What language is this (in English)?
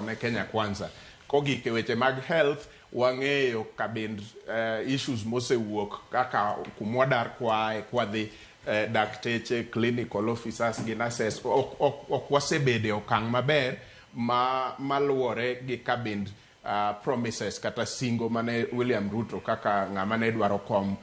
Luo (Kenya and Tanzania)